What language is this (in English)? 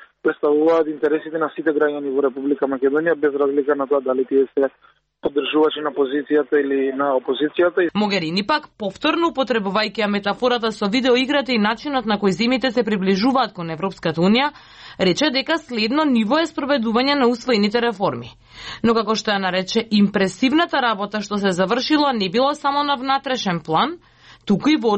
Macedonian